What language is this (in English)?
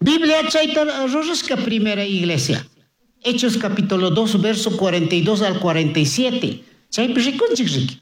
Chimborazo Highland Quichua